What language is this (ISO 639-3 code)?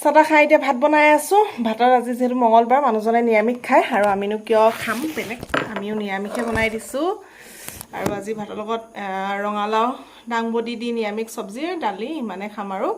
asm